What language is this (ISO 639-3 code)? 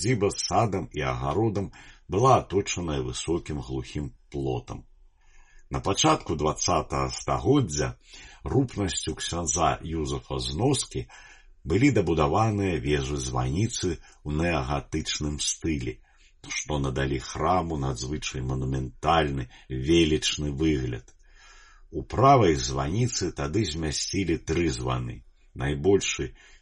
bel